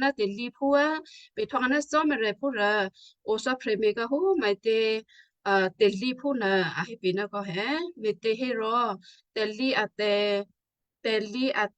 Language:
Western Kayah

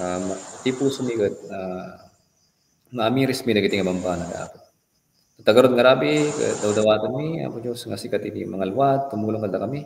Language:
Iloko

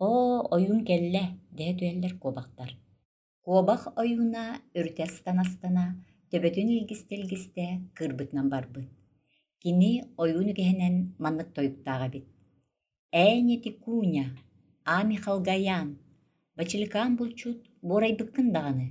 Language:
Yakut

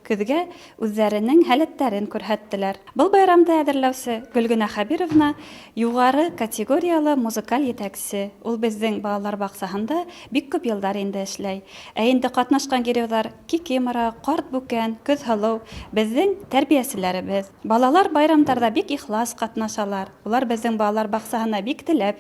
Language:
Bashkir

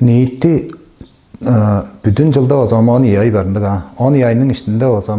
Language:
Tuvinian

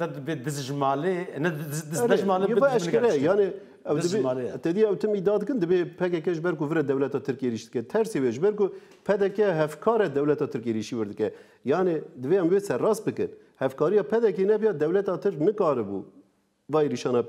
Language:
Kurdish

